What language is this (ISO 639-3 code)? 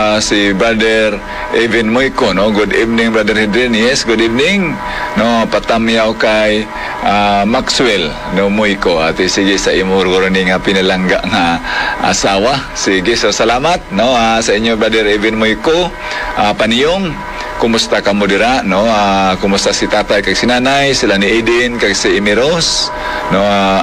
hil